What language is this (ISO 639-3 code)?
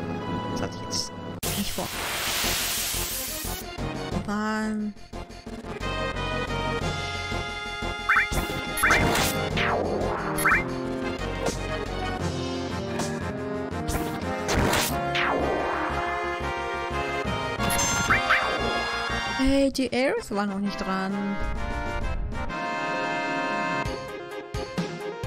deu